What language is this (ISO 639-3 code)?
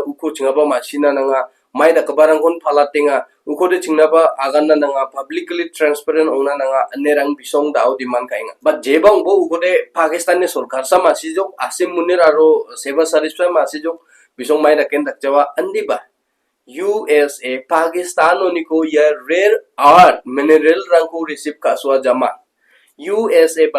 grt